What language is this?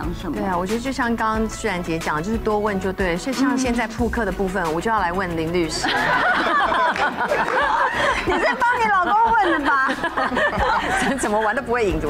Chinese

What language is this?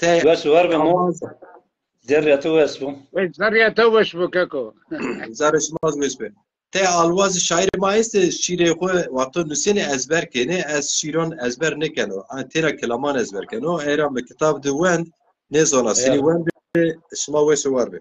Zaza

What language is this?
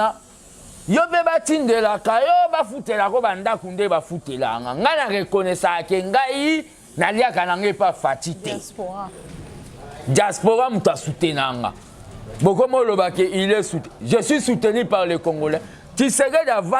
Lingala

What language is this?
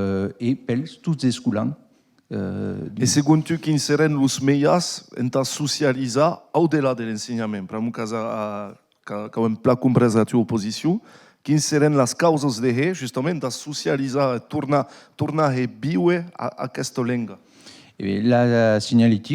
Occitan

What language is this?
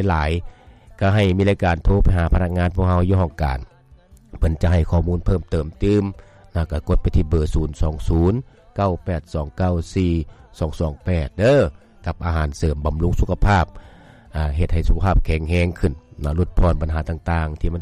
Lao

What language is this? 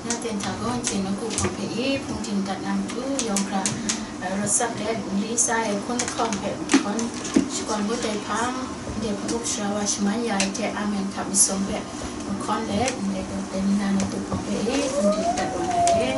Kachin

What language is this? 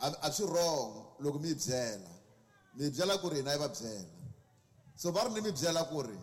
Tsonga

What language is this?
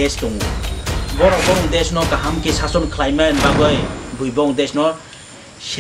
Kok Borok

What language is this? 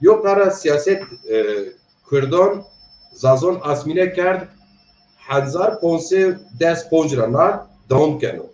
Zaza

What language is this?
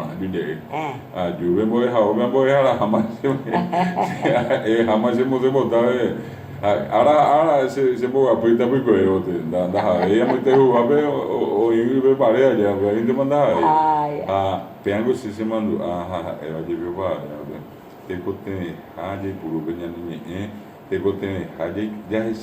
Guarani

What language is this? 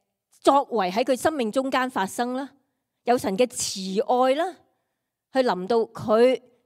Cantonese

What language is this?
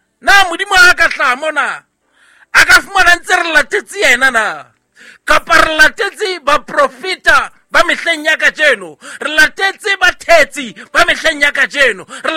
Southern Sotho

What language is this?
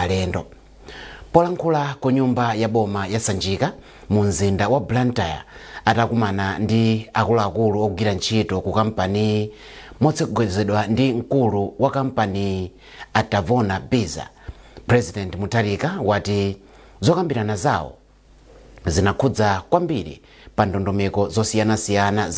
Nyanja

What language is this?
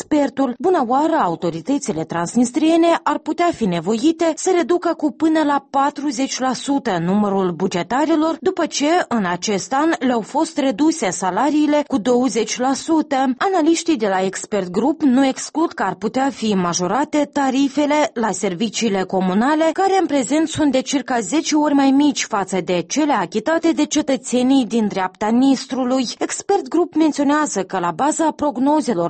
Romanian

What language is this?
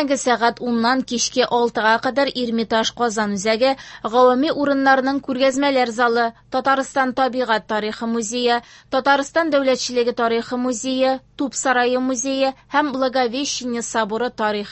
Tatar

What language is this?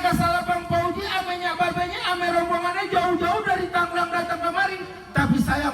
Betawi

